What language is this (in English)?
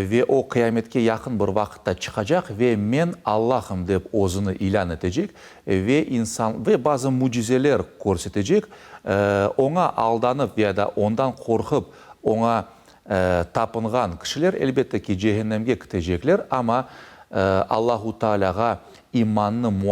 Crimean Tatar